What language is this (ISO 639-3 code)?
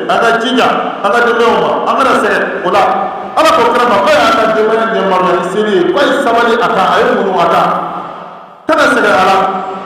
bam